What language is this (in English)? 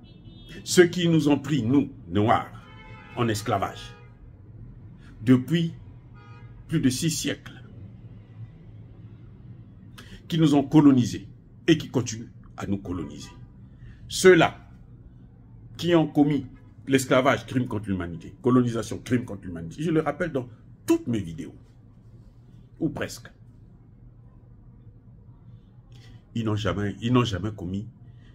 French